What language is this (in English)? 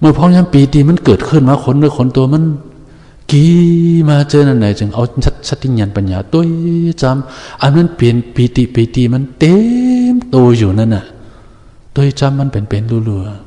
Shan